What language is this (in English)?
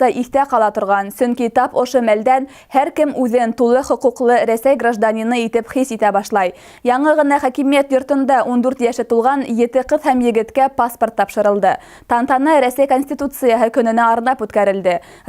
Bashkir